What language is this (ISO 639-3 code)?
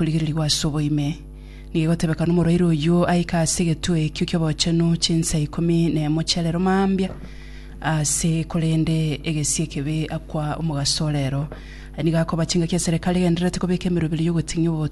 guz